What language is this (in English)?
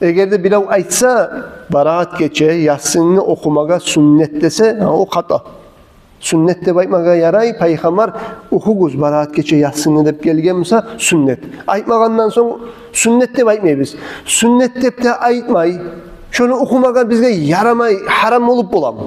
Kumyk